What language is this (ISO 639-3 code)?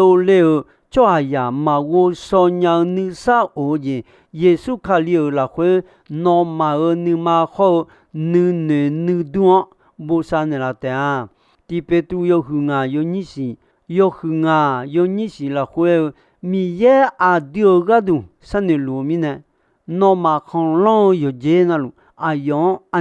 ahk